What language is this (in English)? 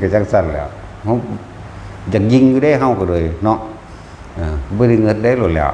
Northeastern Thai